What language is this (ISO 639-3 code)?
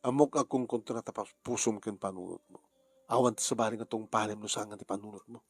ilo